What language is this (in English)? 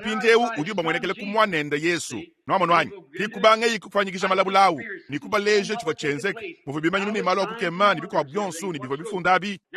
Luba-Lulua